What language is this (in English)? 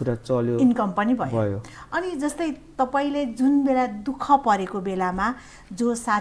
Nepali